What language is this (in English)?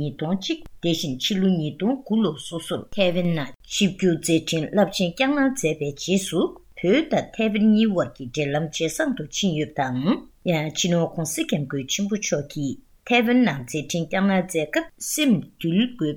Tibetan